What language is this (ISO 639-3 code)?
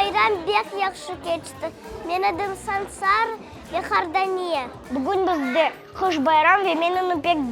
crh